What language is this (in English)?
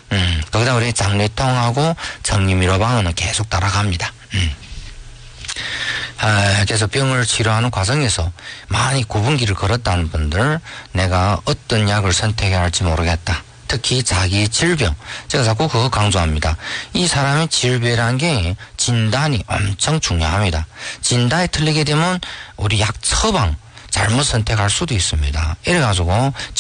Korean